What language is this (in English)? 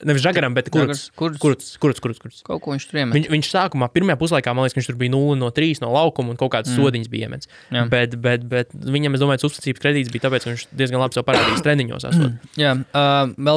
Latvian